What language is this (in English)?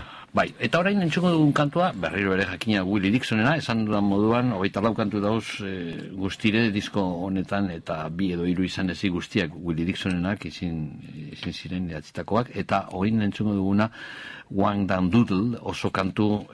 Basque